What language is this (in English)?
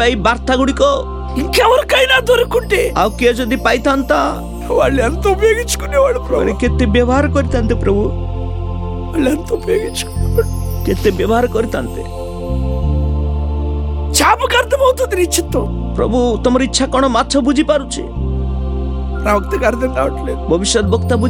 Odia